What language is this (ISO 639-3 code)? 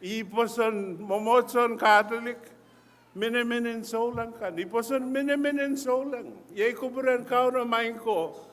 pon